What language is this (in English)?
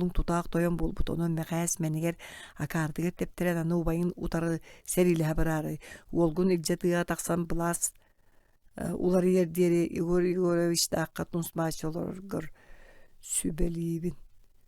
Yakut